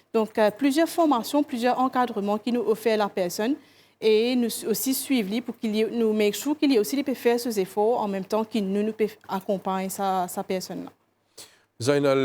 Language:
Morisyen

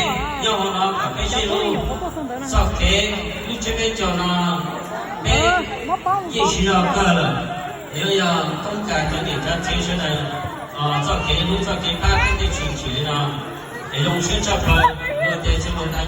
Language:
Hmong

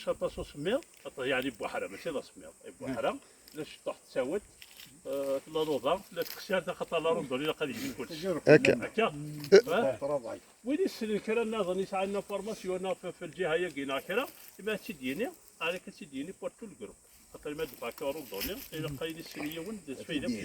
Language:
Kabyle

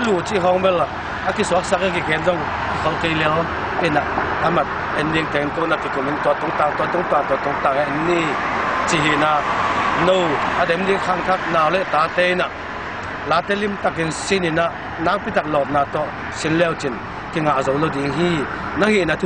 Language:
Tedim Chin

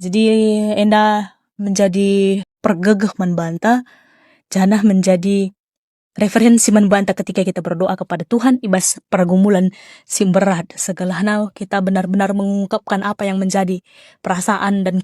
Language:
Batak Karo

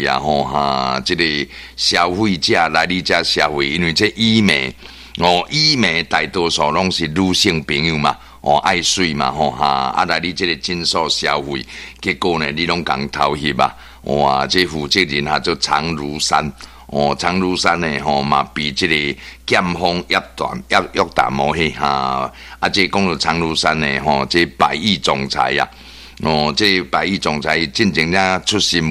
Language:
Min Nan Chinese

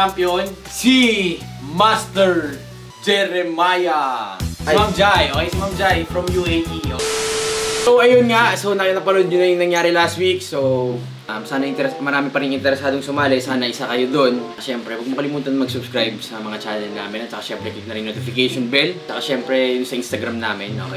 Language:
Filipino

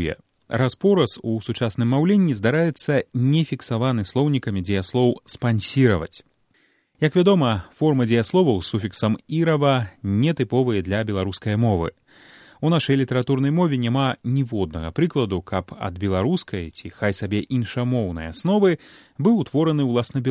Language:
Belarusian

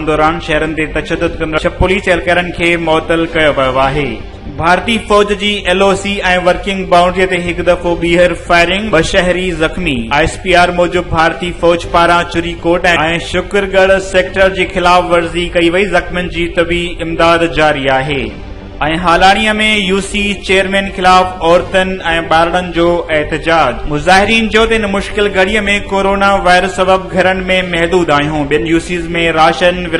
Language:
Sindhi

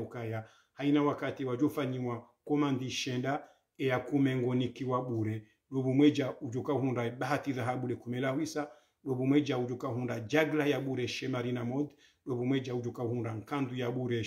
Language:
Swahili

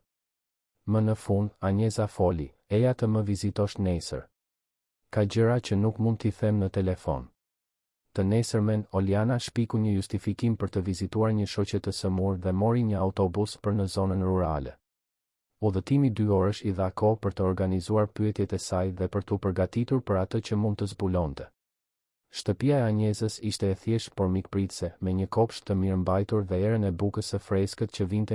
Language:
Albanian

